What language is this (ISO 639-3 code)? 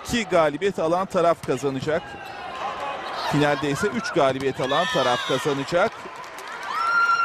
tur